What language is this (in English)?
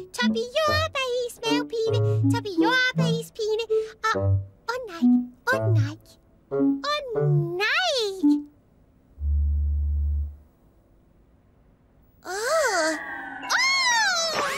Danish